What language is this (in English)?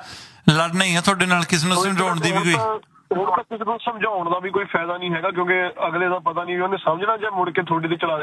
Punjabi